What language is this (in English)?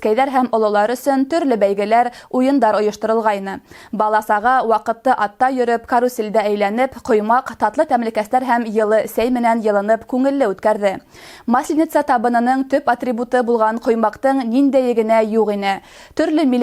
Bashkir